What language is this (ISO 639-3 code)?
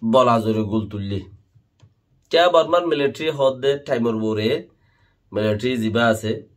rhg